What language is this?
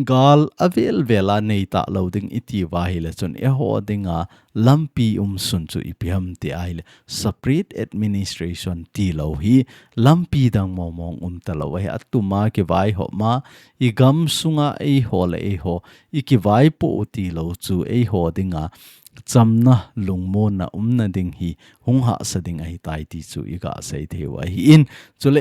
Thado Chin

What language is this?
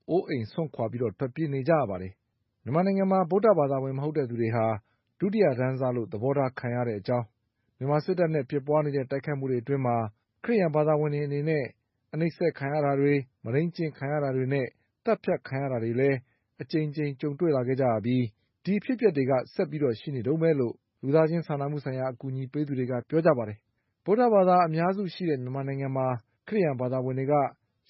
Burmese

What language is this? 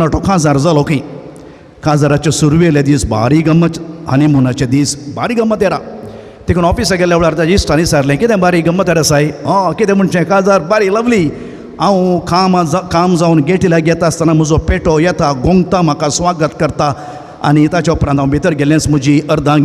Konkani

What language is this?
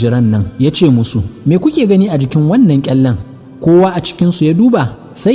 Hausa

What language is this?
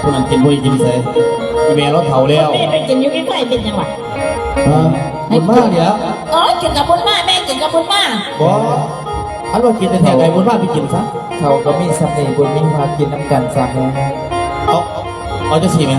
Lao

